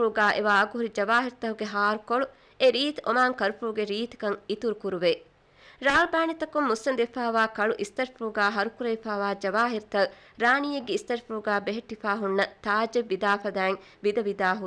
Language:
Divehi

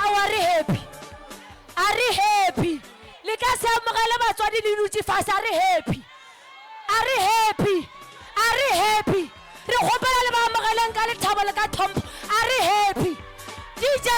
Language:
Northern Sotho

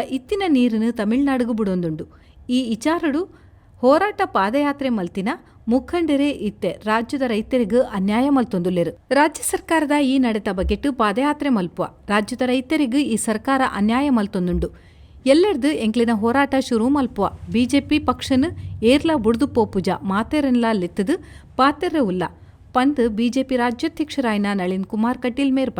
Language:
Tulu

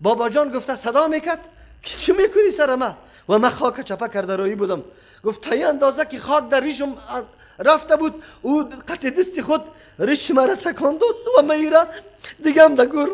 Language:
Persian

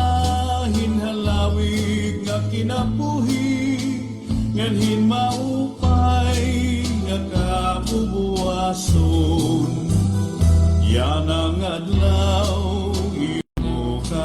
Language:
Waray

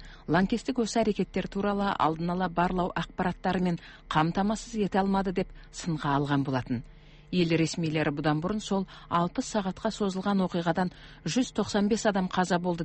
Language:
Kazakh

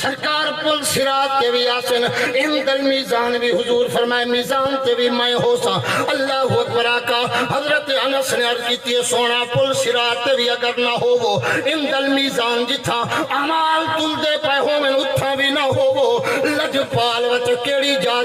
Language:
Saraiki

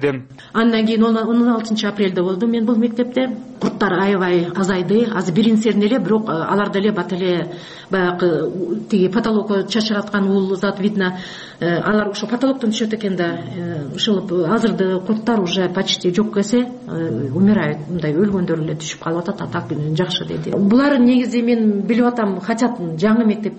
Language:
Kyrgyz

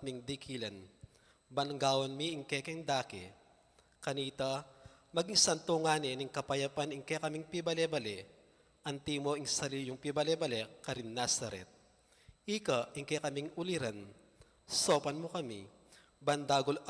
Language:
Pampanga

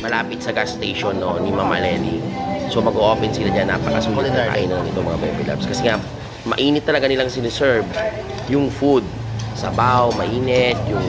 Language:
Filipino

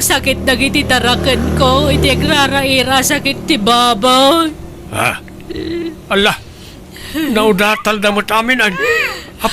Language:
Iloko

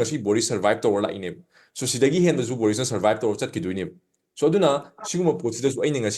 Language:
Manipuri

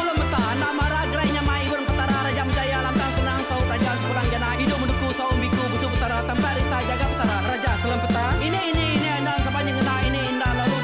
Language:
Iban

